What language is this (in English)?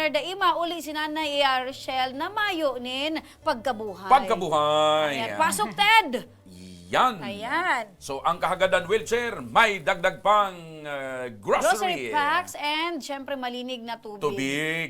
Bikol